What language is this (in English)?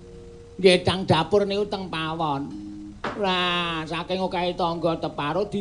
Javanese